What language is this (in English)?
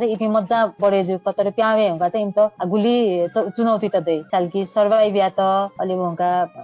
Newari